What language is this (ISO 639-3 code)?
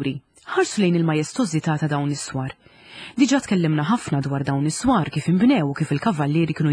mlt